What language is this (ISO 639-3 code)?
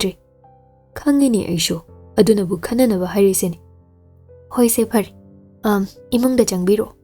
mni